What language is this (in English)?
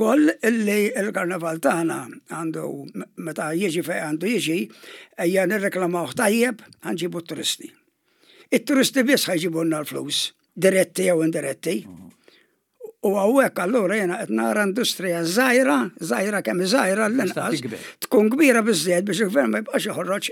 Maltese